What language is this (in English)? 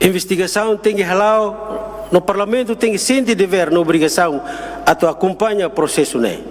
Tetum